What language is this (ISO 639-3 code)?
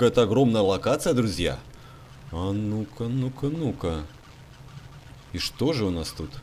rus